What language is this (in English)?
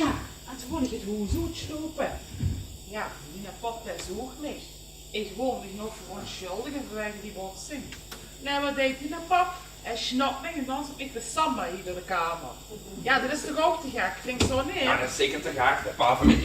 Limburgish